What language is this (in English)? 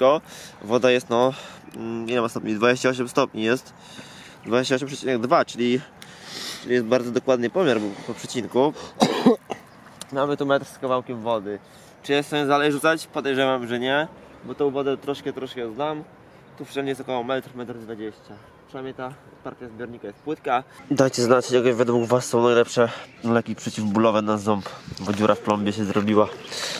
Polish